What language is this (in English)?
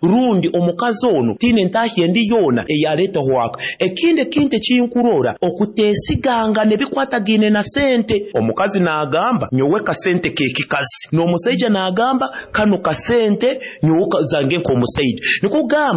Nyoro